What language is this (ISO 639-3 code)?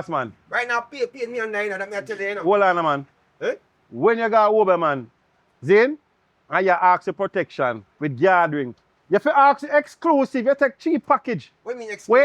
jam